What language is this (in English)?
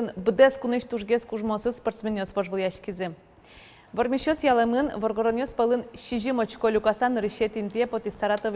Udmurt